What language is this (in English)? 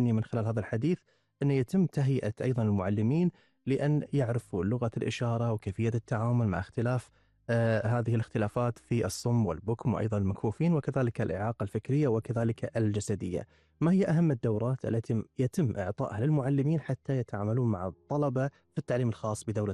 Gulf Arabic